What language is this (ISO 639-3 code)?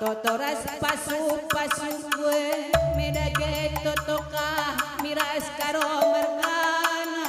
btx